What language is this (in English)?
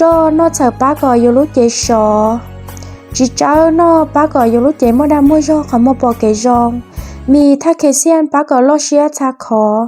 Hmong